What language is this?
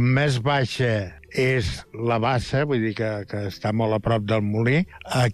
Catalan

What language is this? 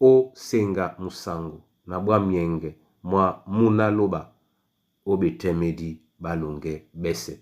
Duala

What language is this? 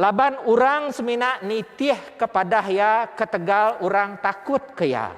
Iban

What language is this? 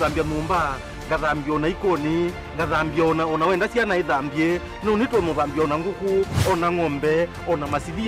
Kamba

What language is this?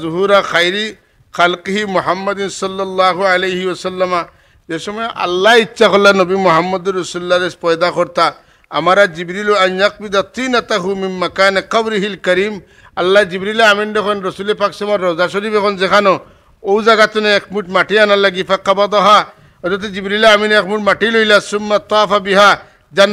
Sylheti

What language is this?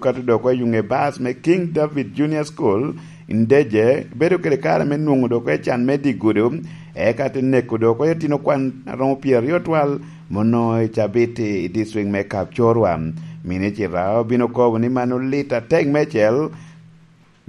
Lango (Uganda)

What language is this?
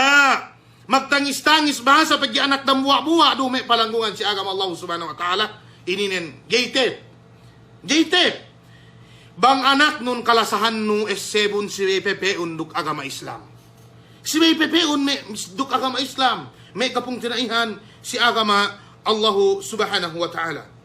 Yakan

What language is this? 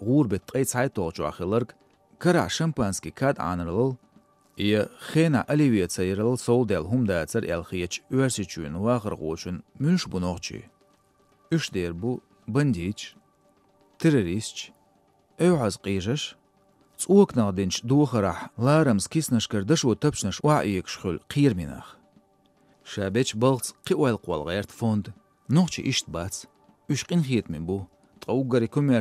Chechen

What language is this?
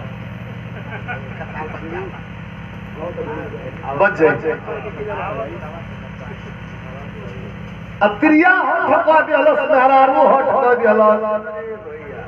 Bhojpuri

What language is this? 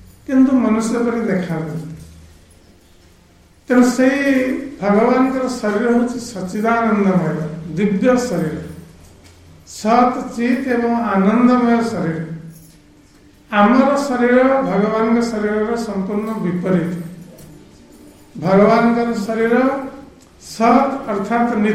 Odia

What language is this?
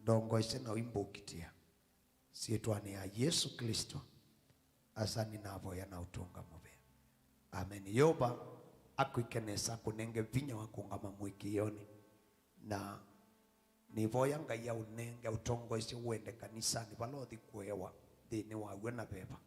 Kamba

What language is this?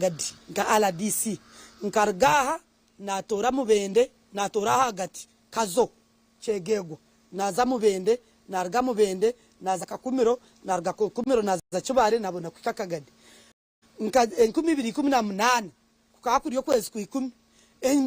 Nyankole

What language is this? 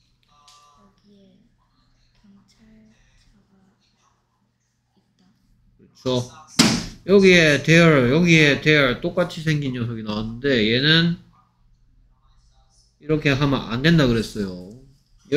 Korean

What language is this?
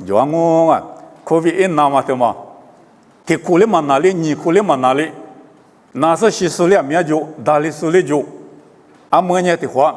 Lisu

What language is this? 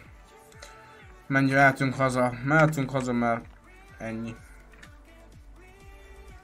Hungarian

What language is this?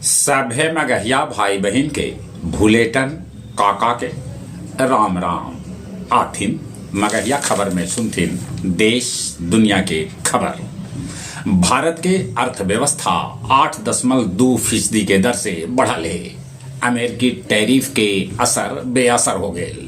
Magahi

